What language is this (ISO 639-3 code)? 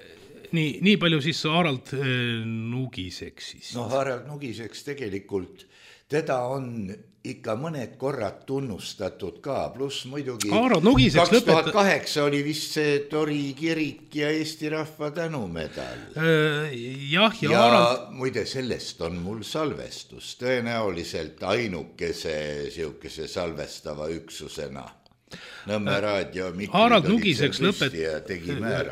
est